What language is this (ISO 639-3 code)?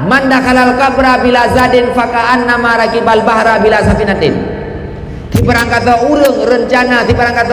ace